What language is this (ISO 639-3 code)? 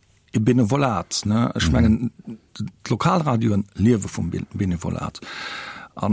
ltz